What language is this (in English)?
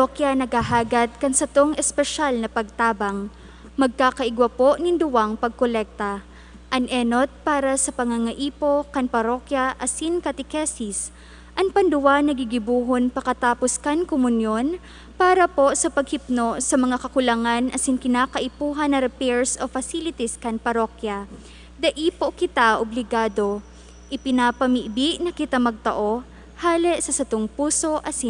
Bikol